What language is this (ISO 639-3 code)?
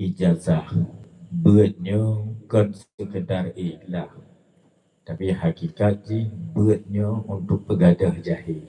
ace